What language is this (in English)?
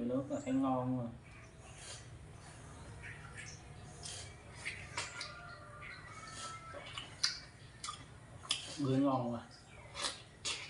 Vietnamese